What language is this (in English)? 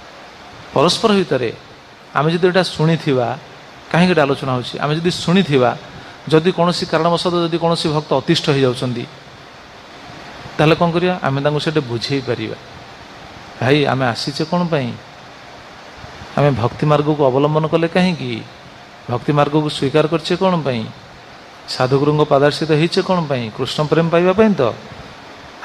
Odia